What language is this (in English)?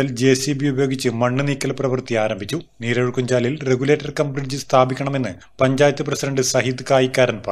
Malayalam